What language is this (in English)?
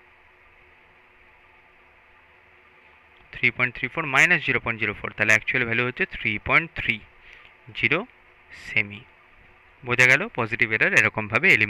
Bangla